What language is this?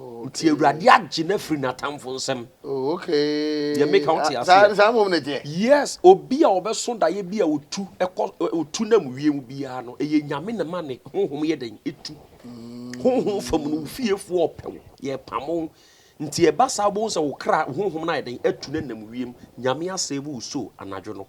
Akan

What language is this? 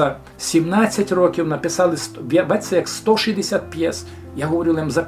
Rusyn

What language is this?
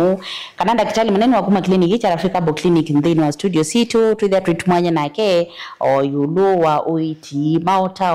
Kamba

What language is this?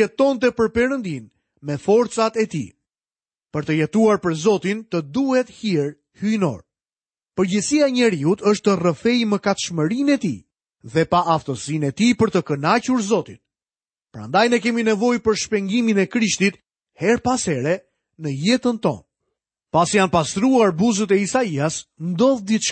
Albanian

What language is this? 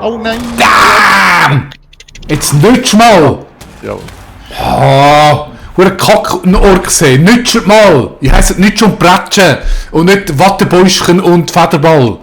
Swiss German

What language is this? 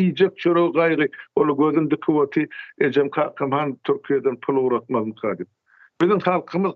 Turkmen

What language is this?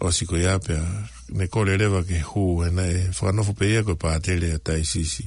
Tongan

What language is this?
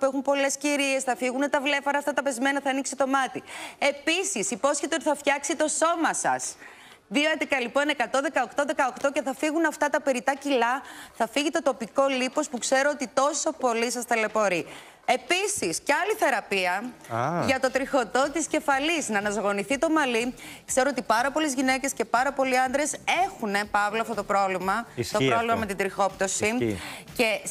Greek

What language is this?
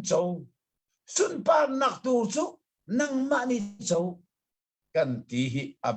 Hakha Chin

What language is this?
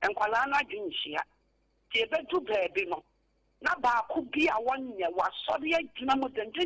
Akan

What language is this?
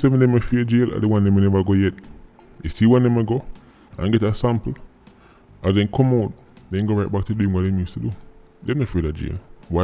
Jamaican Creole English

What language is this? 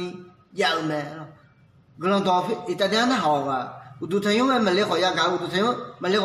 Akha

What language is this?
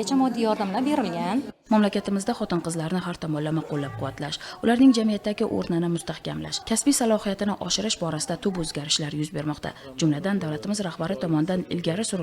Uzbek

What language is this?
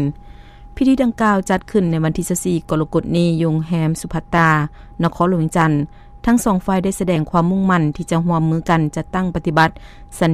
Lao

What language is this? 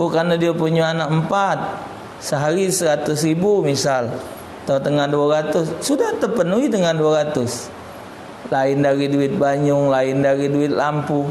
Musi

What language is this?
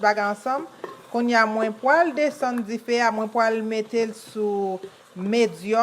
Haitian Creole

